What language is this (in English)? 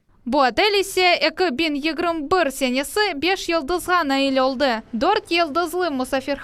Crimean Tatar